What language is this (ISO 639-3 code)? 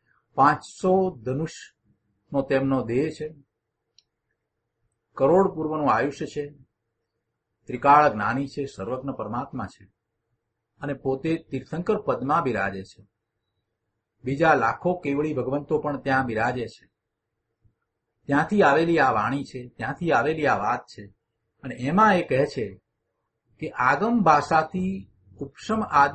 guj